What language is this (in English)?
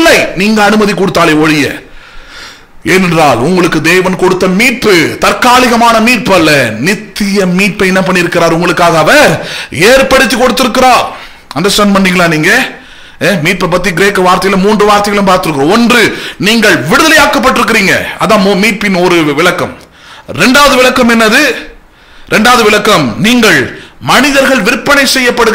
Tamil